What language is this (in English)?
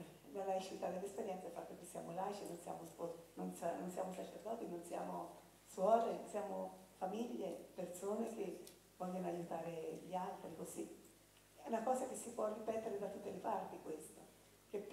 Italian